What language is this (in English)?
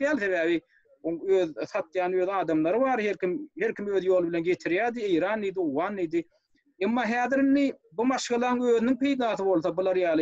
Turkmen